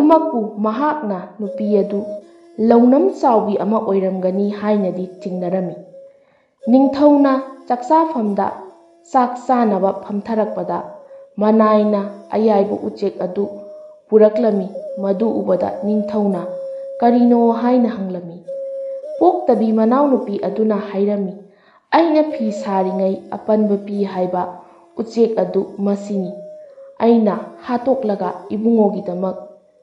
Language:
Manipuri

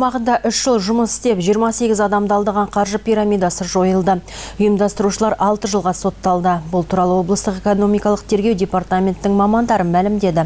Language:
Kazakh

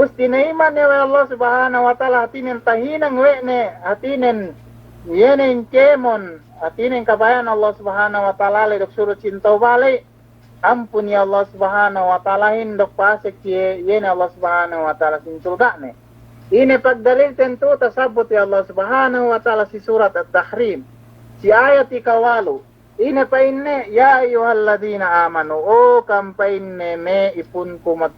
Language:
Yakan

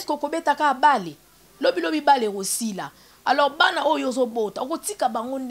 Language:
Lingala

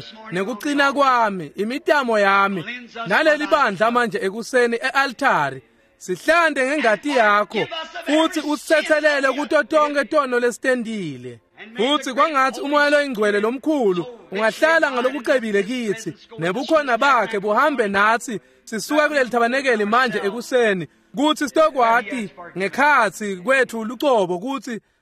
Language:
Swati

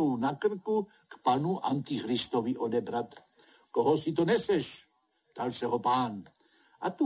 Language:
Czech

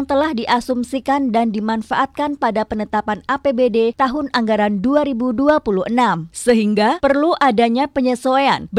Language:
Indonesian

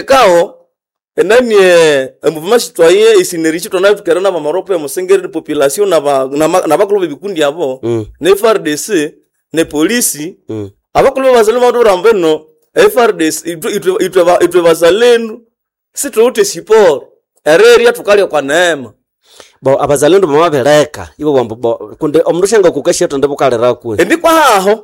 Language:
Nande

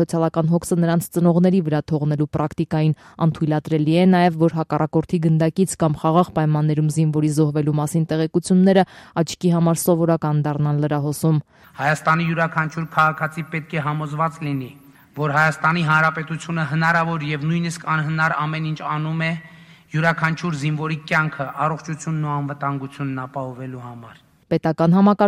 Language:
Armenian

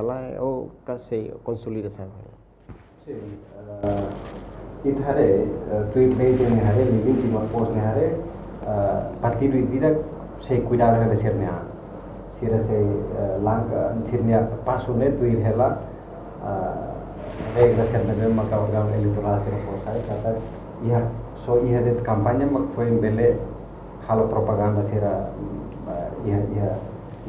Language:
Tetum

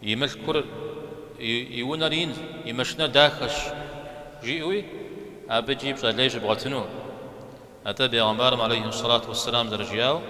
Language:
Kabardian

